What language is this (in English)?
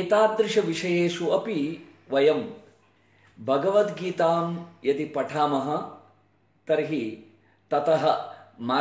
Sanskrit